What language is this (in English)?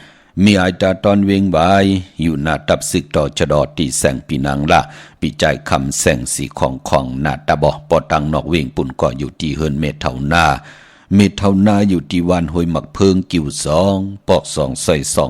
Shan